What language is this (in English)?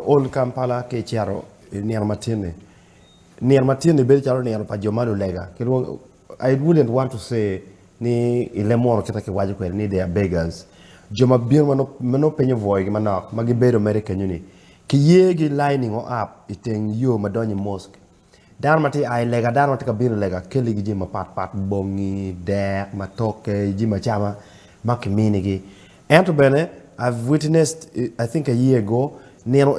Acoli